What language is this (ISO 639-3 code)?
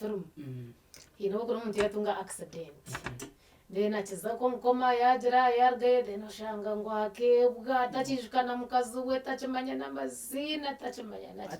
nyn